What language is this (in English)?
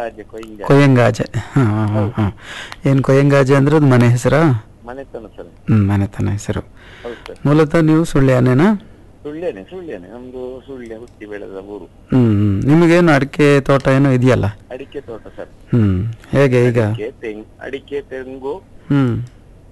Kannada